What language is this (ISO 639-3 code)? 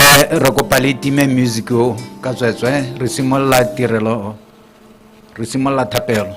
tsn